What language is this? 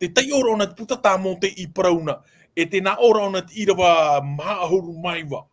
Tahitian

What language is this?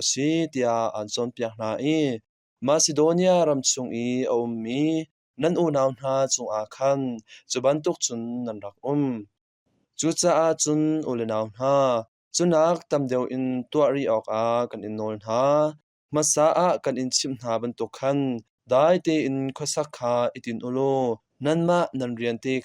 Hakha Chin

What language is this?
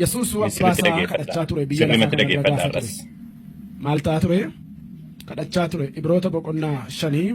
Oromo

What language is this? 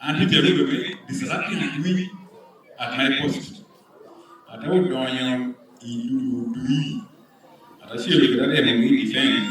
Lango (Uganda)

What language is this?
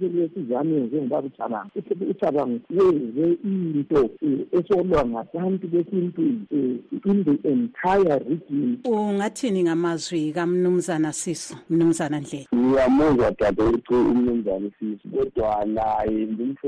North Ndebele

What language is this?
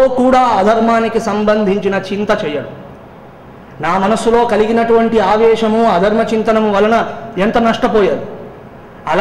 Telugu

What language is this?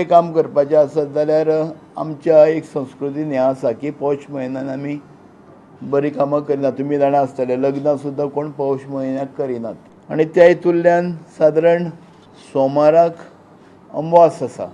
Konkani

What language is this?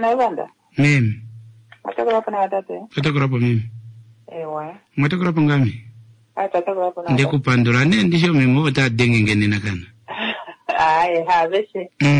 Kuanyama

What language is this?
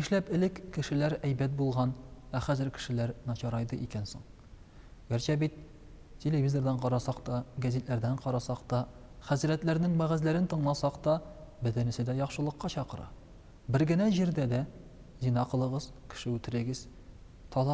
Tatar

